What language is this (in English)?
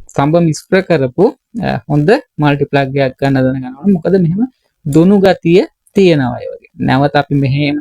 Sinhala